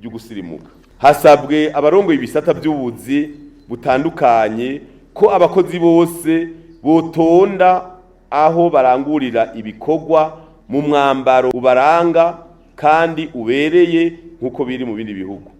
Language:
Rundi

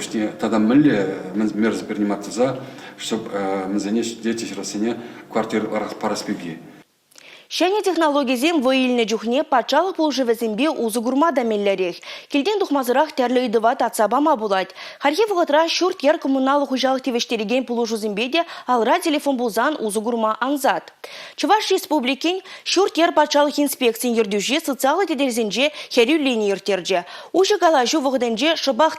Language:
Chuvash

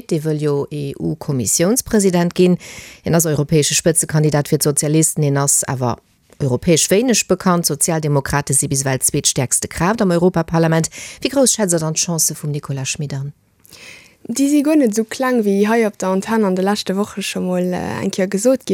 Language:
Luxembourgish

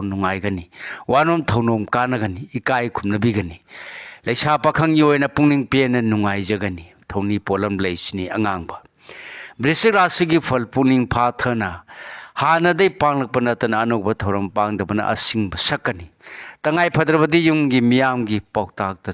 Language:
Manipuri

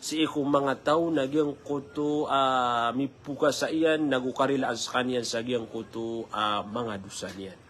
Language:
Maranao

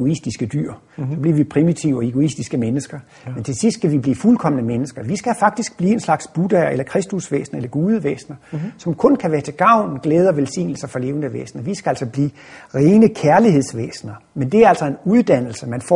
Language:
Danish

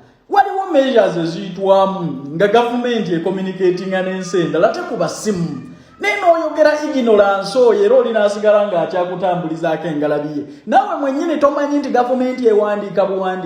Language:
Ganda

